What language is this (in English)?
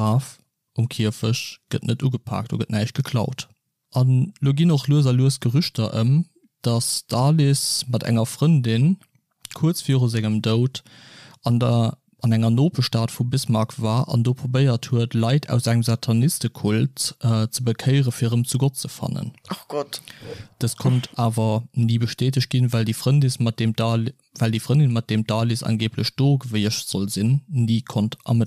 Luxembourgish